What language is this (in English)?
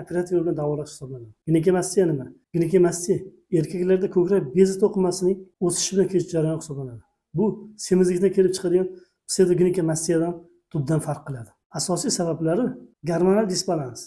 Uzbek